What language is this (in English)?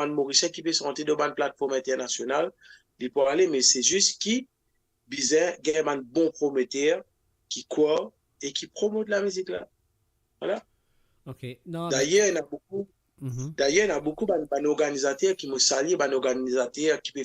Morisyen